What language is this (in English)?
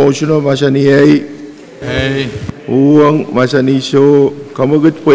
Pohnpeian